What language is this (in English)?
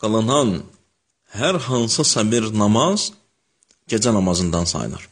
Azerbaijani